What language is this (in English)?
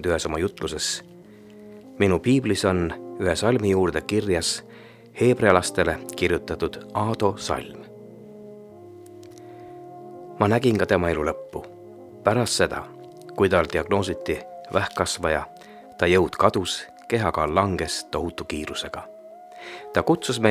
Estonian